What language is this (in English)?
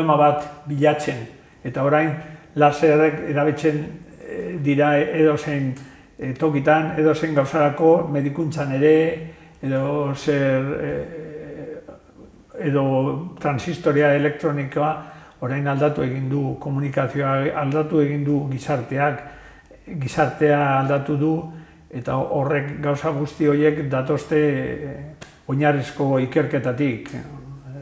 Basque